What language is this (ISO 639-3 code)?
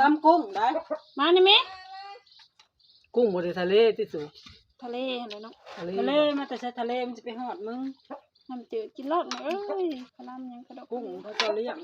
lao